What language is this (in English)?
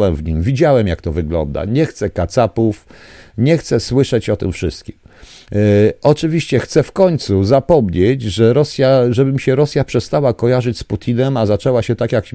Polish